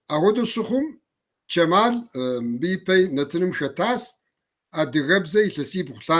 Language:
Kabardian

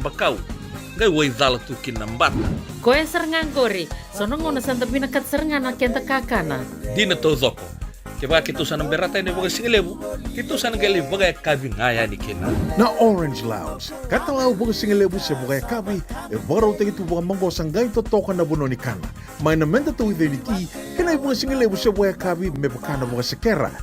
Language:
Fijian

